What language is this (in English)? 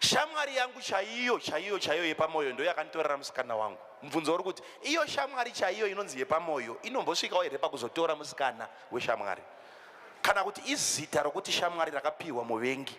Shona